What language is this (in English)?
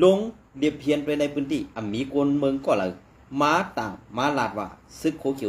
Shan